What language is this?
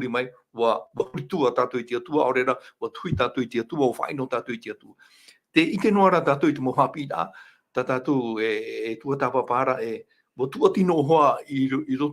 Tahitian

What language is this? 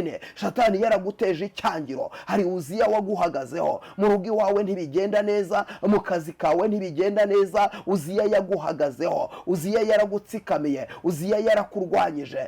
Kinyarwanda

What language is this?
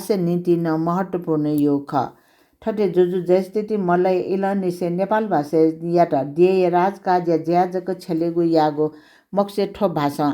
Newari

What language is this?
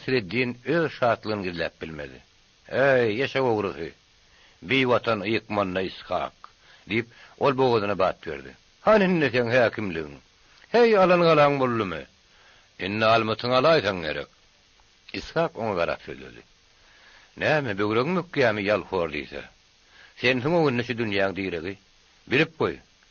Turkmen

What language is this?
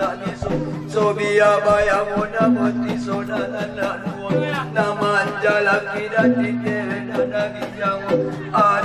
Batak Angkola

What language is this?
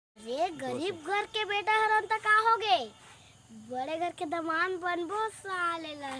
Chhattisgarhi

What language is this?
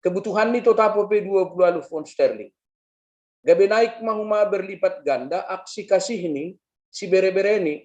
Batak Simalungun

